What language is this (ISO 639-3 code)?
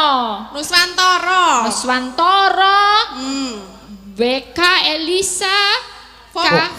jav